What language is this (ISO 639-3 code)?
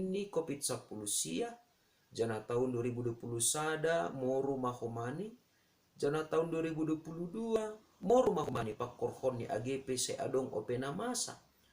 bts